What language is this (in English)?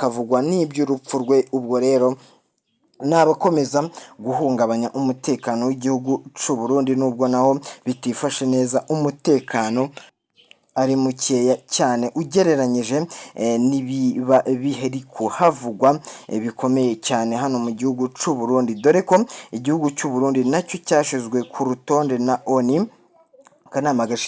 Rundi